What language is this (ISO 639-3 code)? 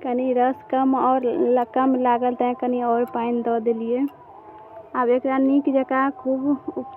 mai